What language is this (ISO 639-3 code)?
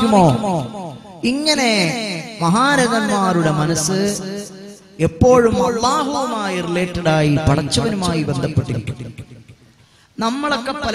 mal